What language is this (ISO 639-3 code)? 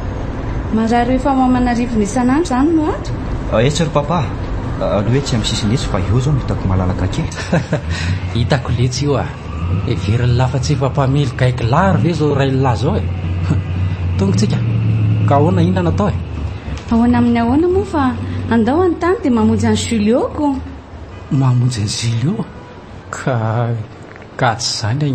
mlg